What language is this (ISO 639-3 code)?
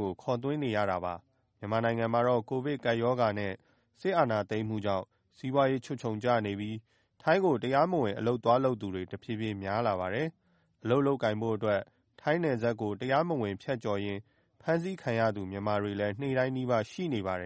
mya